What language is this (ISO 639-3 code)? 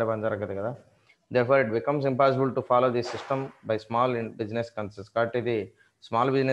tel